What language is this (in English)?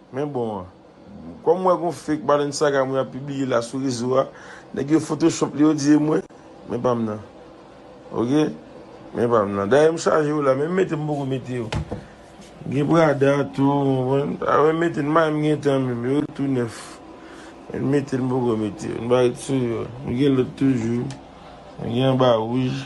Haitian Creole